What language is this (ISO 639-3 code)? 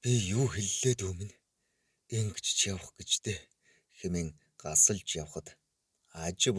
mon